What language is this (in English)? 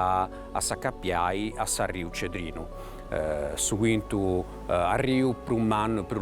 Sardinian